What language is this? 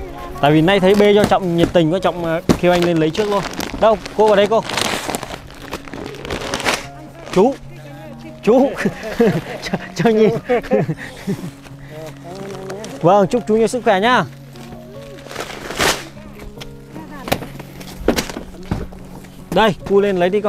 Vietnamese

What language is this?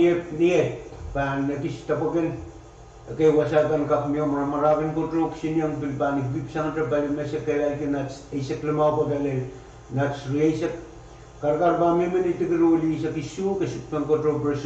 Pohnpeian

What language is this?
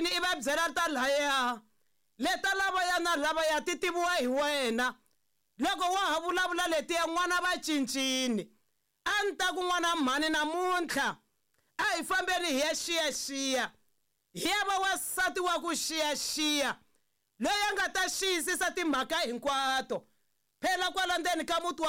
Tsonga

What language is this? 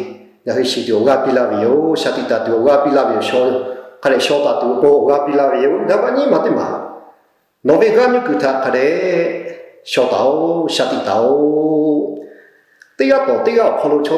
Lahu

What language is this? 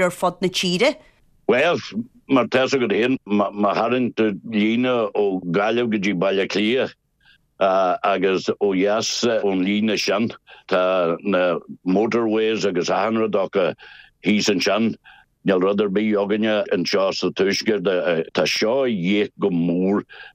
Irish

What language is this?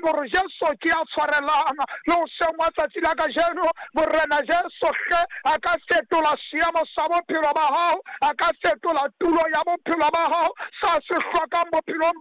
Southern Sotho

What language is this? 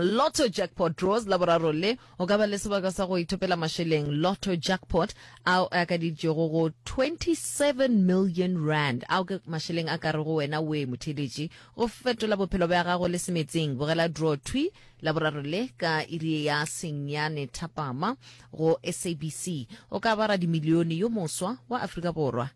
Northern Sotho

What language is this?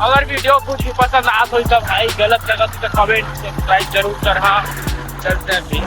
Chhattisgarhi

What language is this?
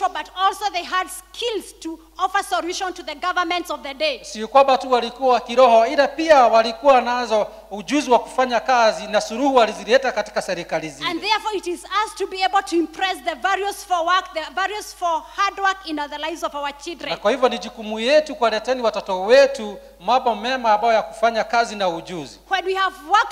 Swahili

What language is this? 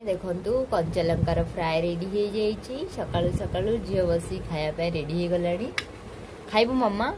Odia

